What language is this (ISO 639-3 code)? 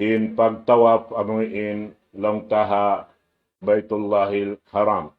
tsg